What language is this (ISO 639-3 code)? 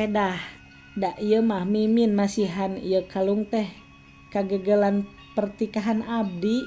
sun